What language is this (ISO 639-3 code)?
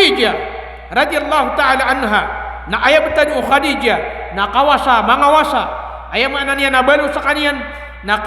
mrw